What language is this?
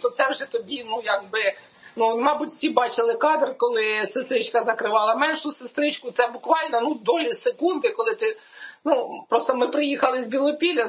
Ukrainian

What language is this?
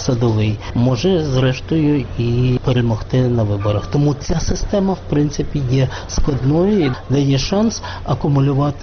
Ukrainian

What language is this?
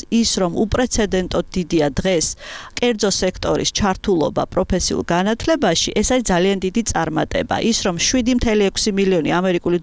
Georgian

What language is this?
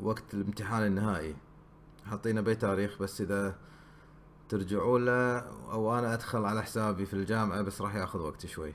Gulf Arabic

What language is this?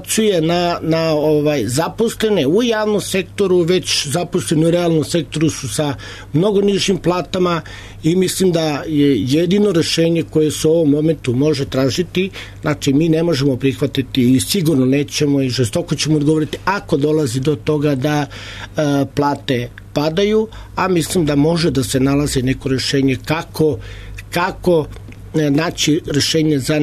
Serbian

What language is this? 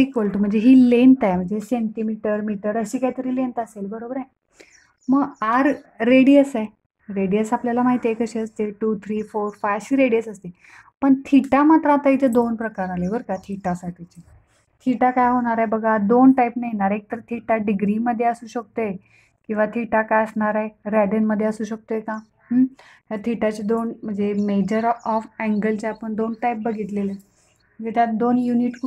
Marathi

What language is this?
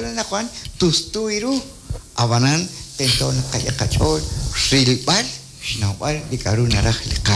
Kekchí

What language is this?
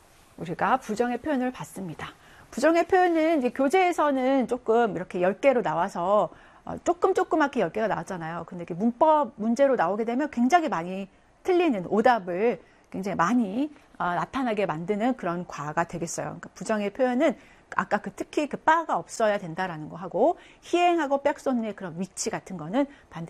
Korean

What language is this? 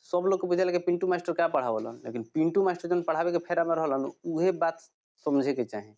Bhojpuri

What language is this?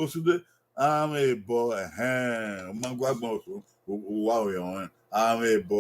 Bini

